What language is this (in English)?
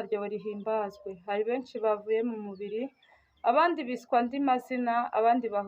Kinyarwanda